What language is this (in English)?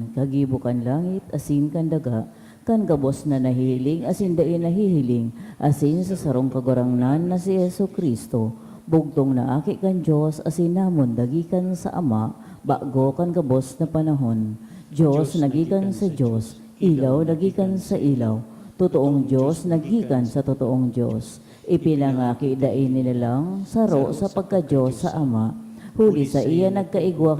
Bikol